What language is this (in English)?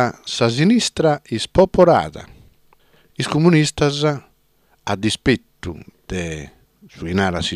Sardinian